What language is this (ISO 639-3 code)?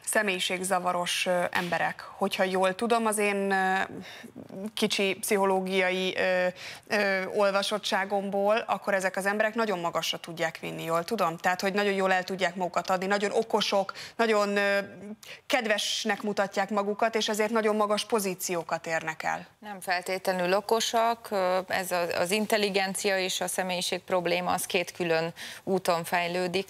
hun